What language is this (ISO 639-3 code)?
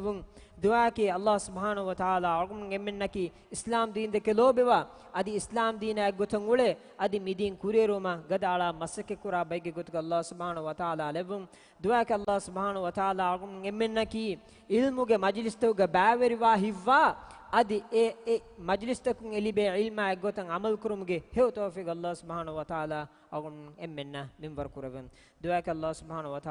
div